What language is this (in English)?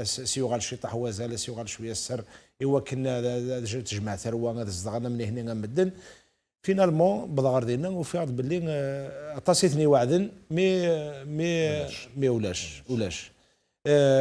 Kabyle